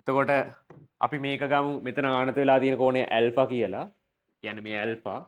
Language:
Sinhala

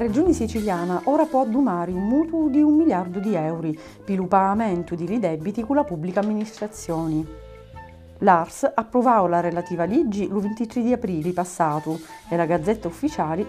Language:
Sicilian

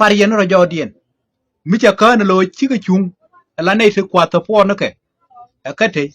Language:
Nuer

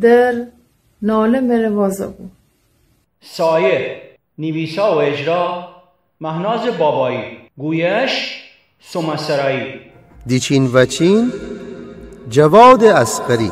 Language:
Gilaki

